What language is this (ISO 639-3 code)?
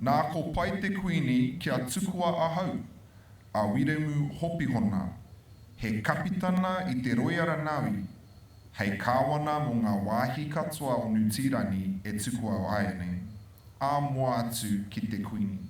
mri